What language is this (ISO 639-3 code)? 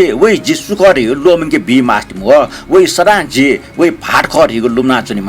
new